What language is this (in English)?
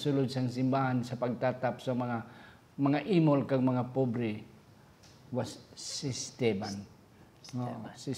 Hiligaynon